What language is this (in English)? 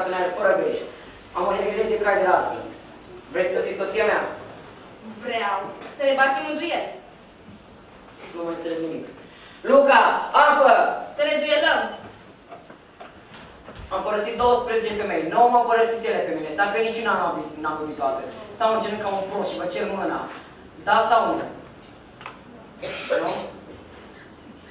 Romanian